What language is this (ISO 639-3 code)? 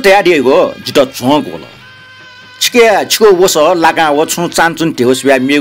new